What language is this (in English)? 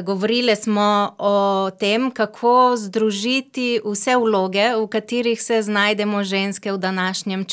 Slovenian